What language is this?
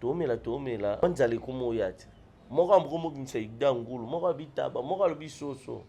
Lingala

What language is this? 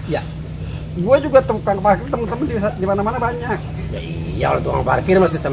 Betawi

